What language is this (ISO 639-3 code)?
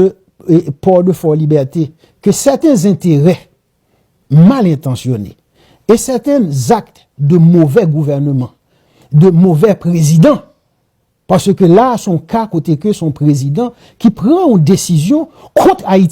hat